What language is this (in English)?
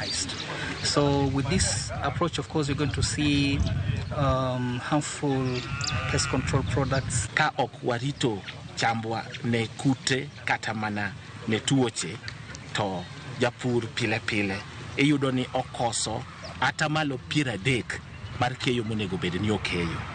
Luo (Kenya and Tanzania)